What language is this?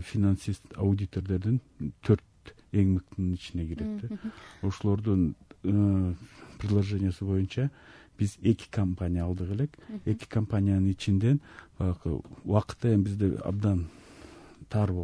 Kyrgyz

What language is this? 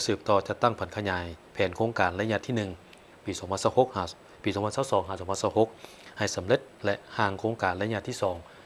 Lao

